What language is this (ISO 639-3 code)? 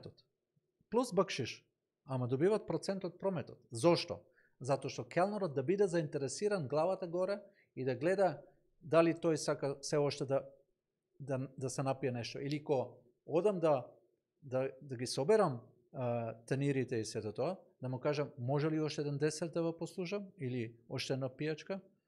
mkd